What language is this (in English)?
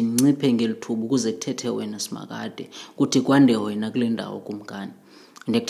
Xhosa